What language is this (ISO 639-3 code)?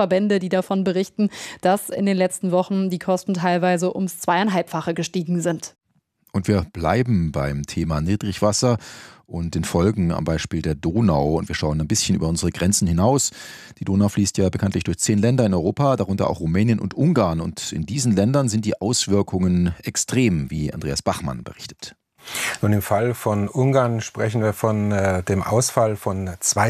deu